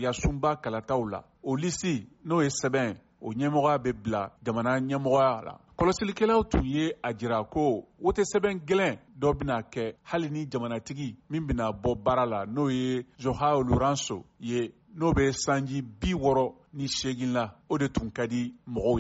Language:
Bambara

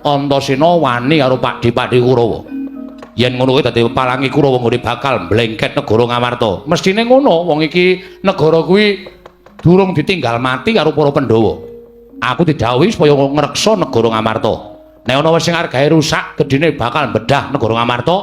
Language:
Javanese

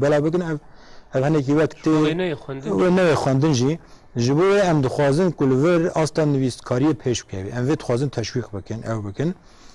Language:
Kurdish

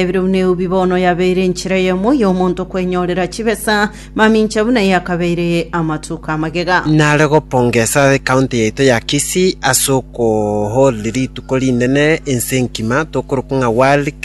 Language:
Gusii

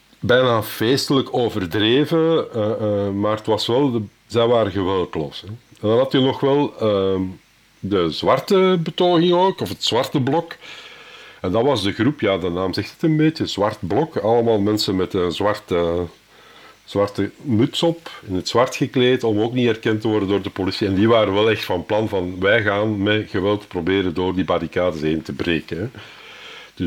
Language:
Dutch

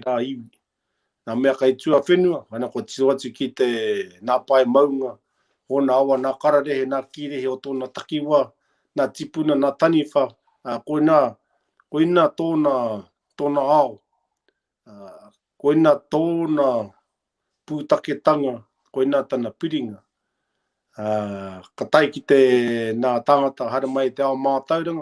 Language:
Māori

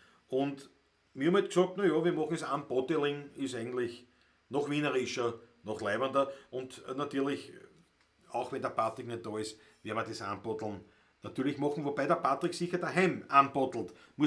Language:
Bavarian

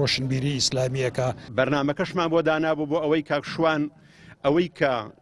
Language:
Central Kurdish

